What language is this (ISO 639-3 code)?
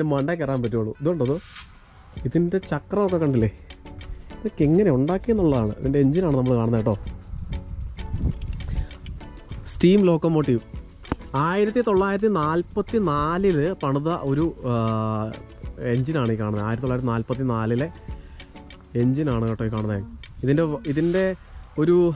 mal